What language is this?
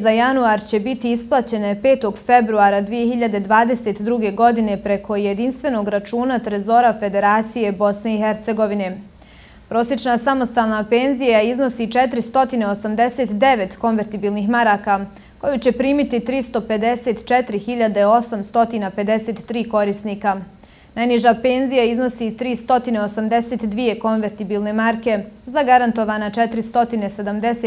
Bosnian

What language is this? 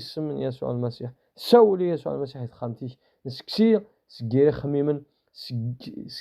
Kabyle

